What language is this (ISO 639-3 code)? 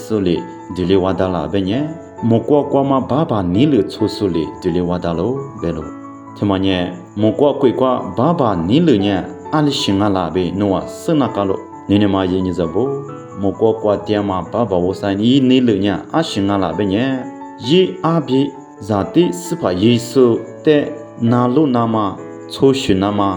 lis